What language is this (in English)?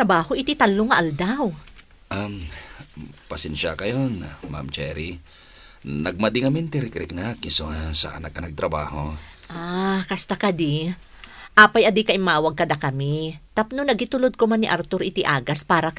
Iloko